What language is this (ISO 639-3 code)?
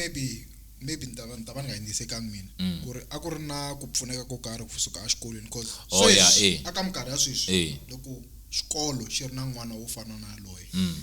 tso